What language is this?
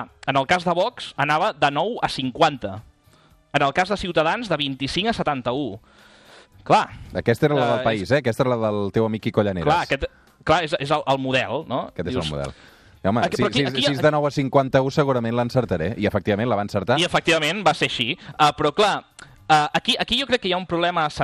Catalan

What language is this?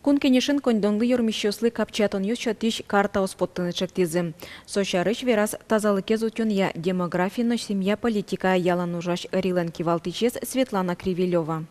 Udmurt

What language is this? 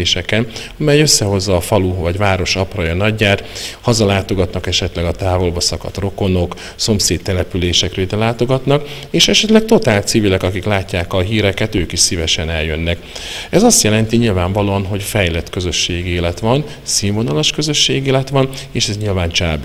Hungarian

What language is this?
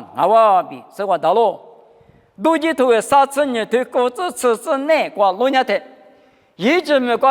Lisu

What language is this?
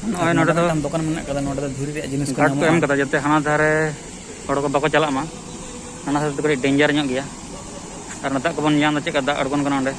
Santali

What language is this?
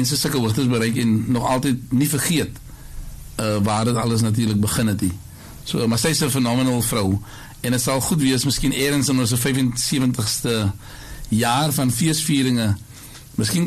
Afrikaans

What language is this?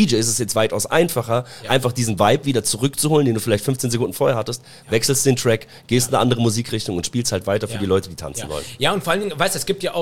German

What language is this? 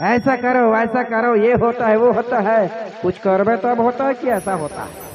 Chhattisgarhi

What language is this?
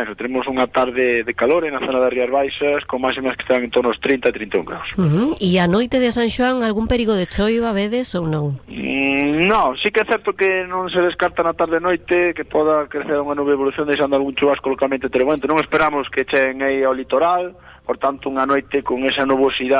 Galician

